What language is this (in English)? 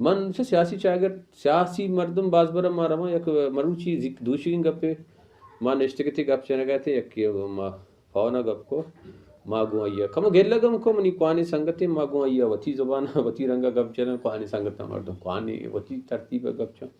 Baluchi